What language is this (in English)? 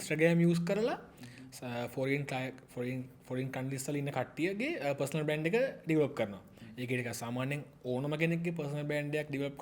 Sinhala